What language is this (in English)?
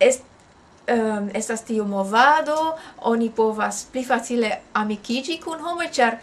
Esperanto